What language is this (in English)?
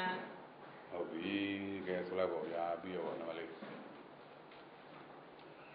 Burmese